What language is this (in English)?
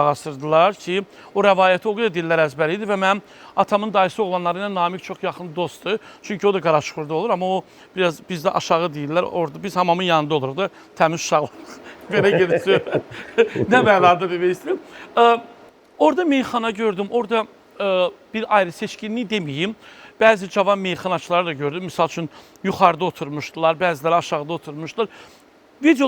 Azerbaijani